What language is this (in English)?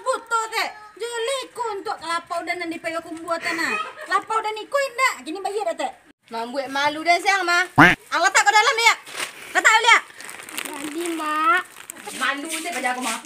Minangkabau